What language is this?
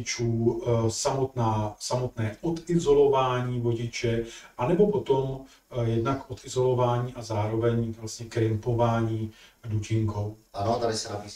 Czech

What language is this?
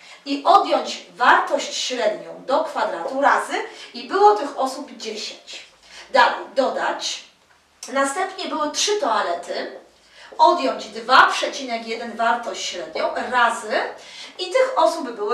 Polish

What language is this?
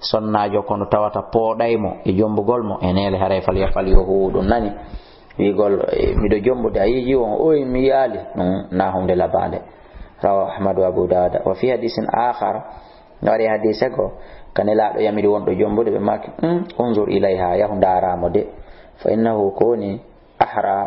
Fula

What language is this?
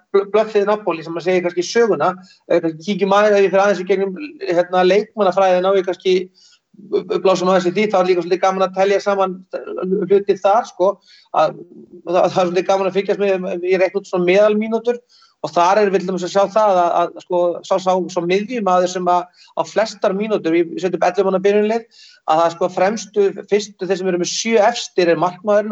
Icelandic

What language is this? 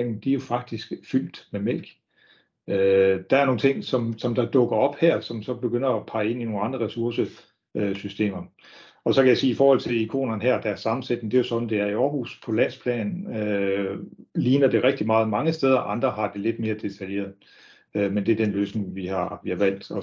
Danish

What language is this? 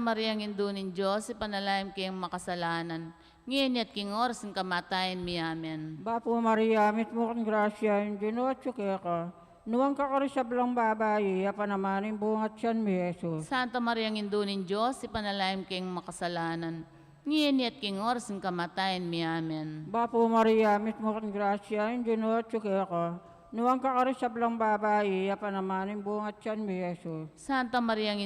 Pampanga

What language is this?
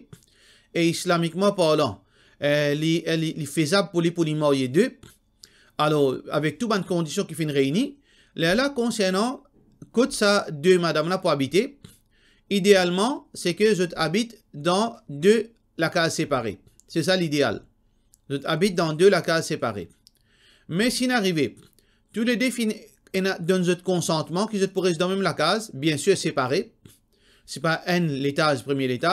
Morisyen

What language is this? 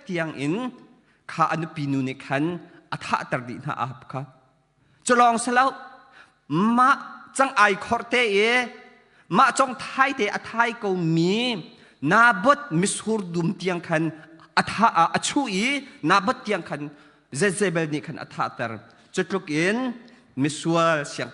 Hakha Chin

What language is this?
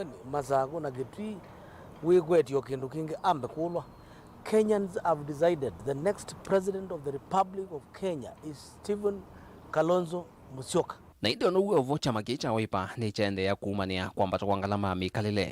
Kamba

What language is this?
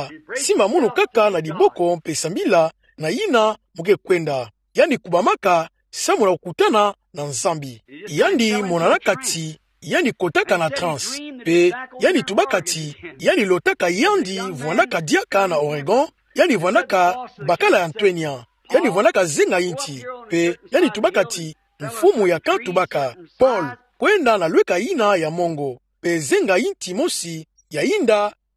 Kituba (Democratic Republic of Congo)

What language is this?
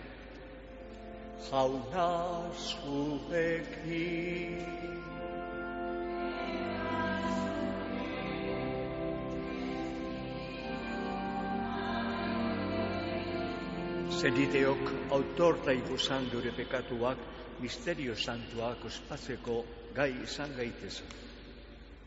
Basque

